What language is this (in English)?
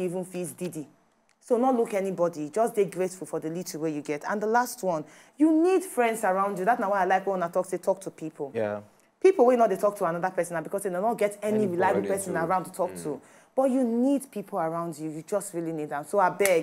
Nigerian Pidgin